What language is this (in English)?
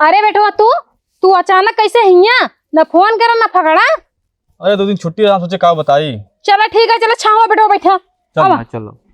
Awadhi